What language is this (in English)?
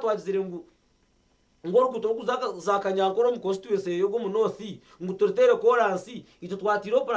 Nyankole